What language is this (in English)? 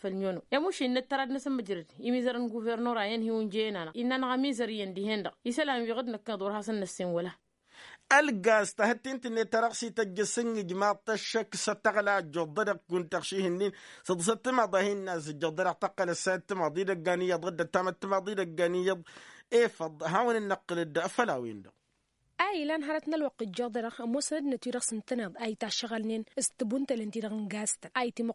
Tamasheq